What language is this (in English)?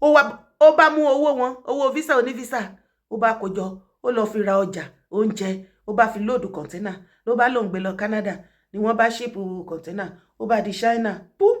Yoruba